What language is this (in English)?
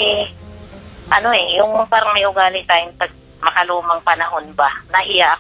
Filipino